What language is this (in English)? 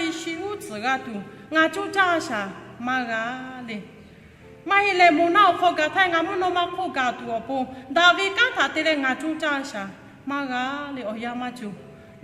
Lahu